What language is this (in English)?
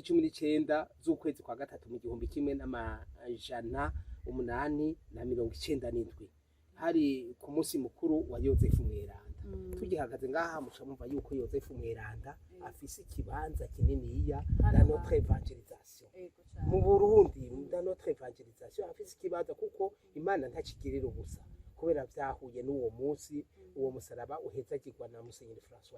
Rundi